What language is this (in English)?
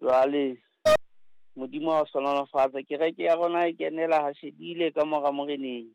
Southern Sotho